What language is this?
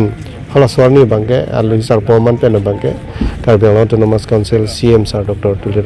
Karbi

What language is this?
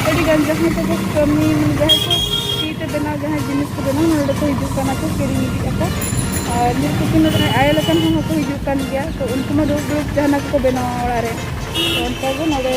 Santali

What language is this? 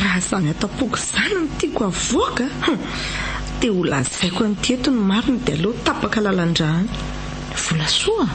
Malagasy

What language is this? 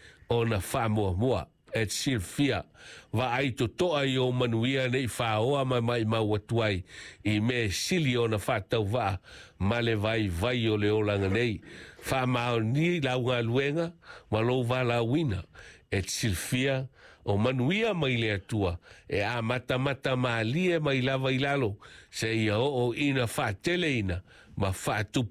Samoan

